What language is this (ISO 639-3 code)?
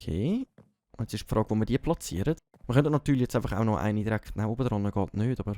gsw